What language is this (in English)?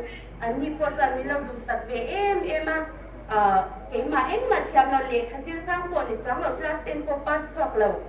Hmar